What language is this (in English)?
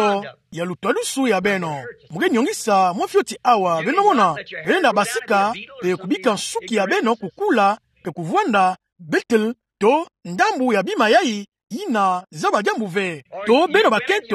Kituba (Democratic Republic of Congo)